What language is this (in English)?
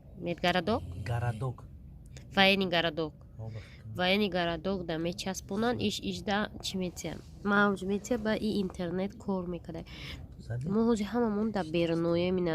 Tajik